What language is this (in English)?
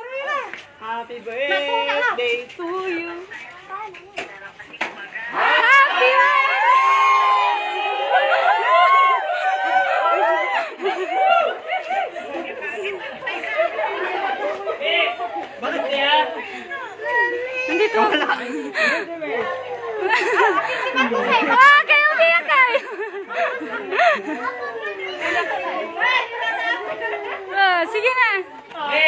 Filipino